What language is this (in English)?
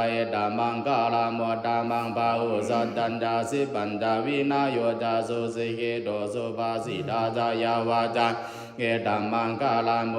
Pali